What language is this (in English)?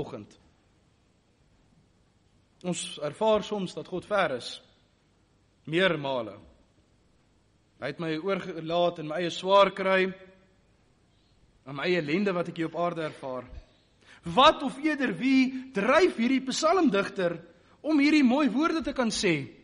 Afrikaans